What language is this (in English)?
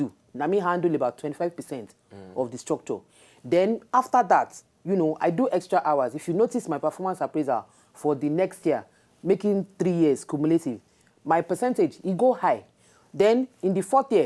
Nigerian Pidgin